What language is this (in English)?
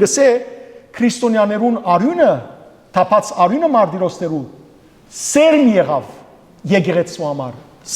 Western Armenian